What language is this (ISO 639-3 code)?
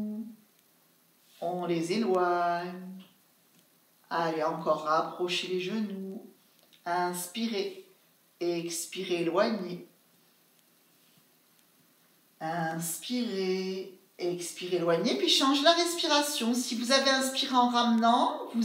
fra